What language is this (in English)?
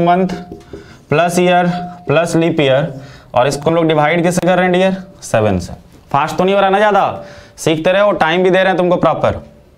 Hindi